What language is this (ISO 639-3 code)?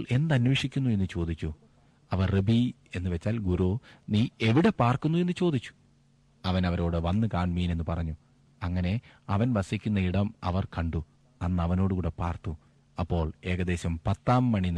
mal